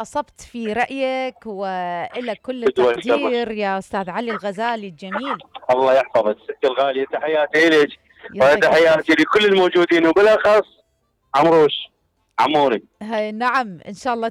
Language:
Mesopotamian Arabic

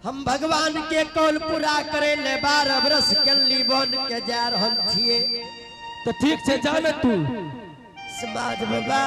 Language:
Angika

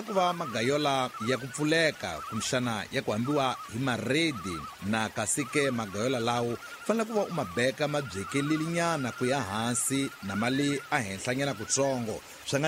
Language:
Tsonga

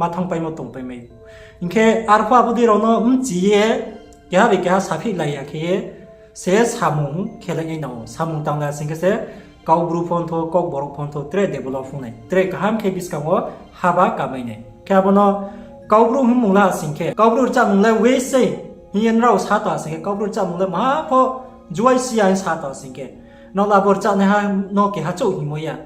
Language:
Riang (India)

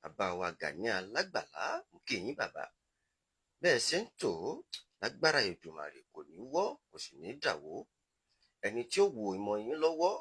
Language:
Yoruba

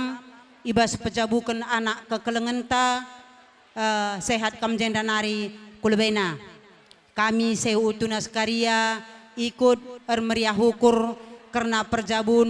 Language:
Batak Karo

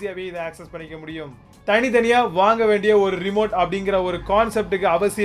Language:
Tamil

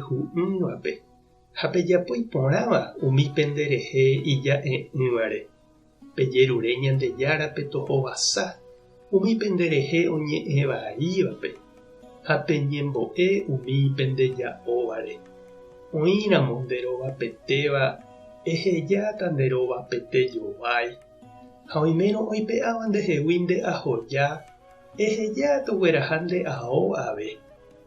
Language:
Guarani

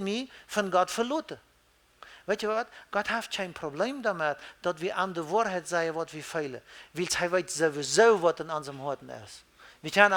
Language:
Plautdietsch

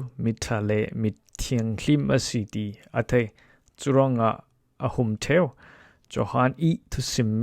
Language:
Falam Chin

